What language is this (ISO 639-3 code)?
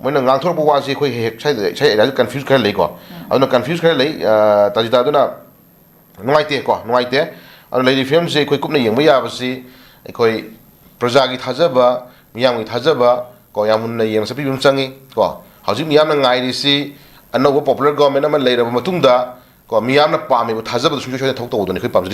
mni